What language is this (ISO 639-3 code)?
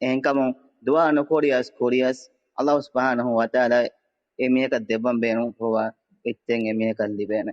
div